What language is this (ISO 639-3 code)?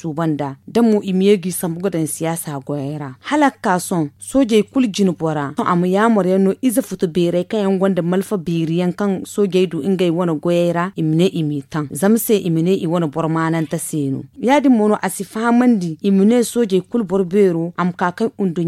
dje